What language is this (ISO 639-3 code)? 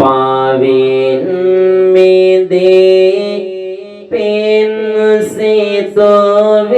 sin